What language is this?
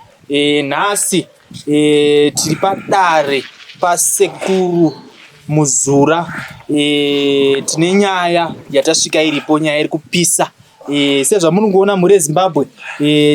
Shona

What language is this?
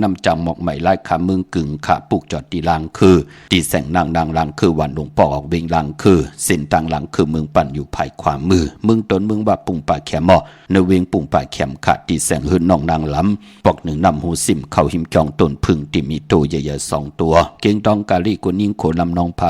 Shan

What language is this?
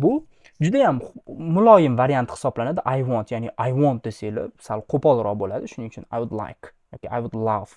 Uzbek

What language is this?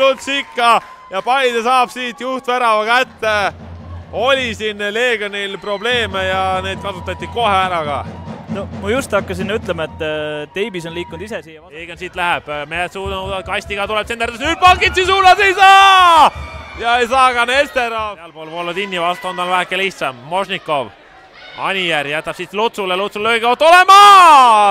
Estonian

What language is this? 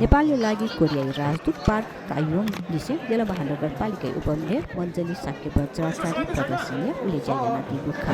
Newari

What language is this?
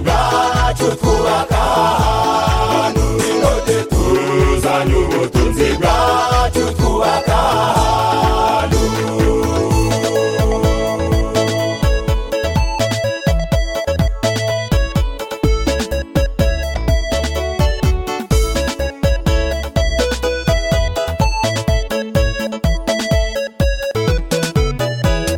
Kinyarwanda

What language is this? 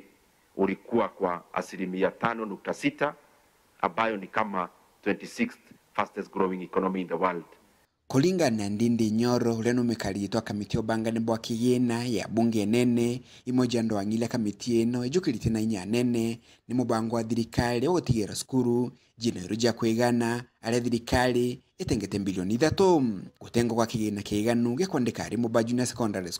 Meru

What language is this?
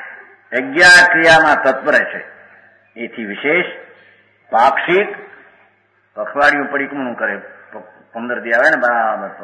Gujarati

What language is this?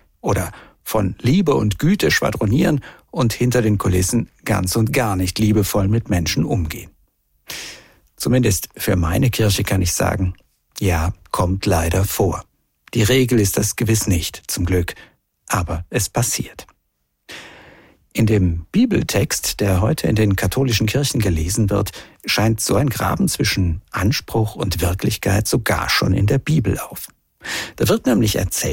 German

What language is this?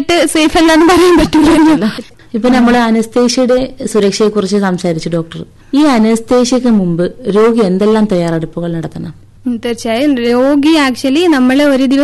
Malayalam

